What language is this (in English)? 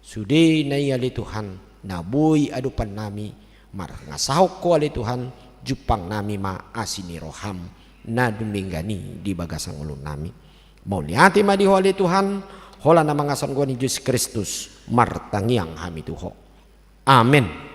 Batak Toba